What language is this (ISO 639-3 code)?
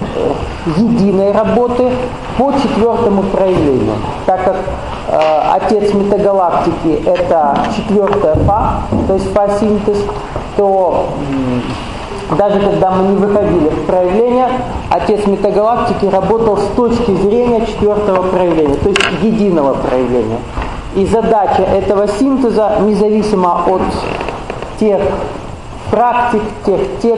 rus